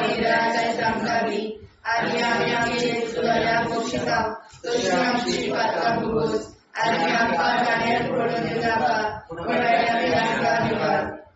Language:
Konkani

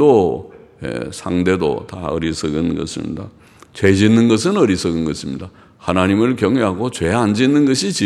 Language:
Korean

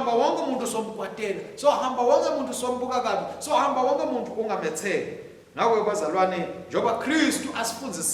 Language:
Swati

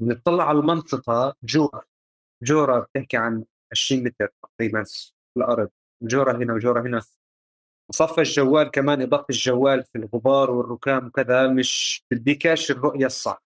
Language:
North Levantine Arabic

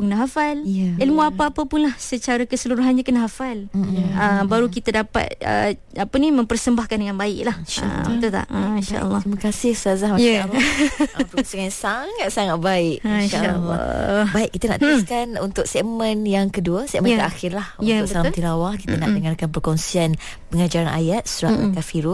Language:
Malay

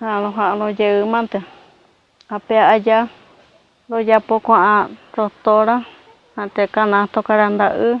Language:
Guarani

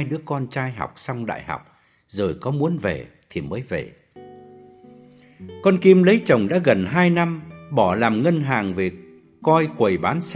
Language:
Vietnamese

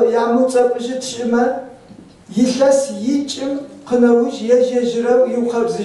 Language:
Adyghe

